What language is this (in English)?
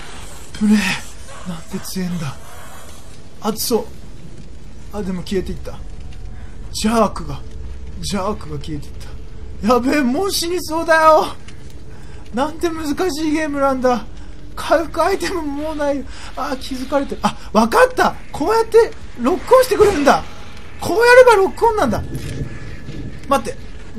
Japanese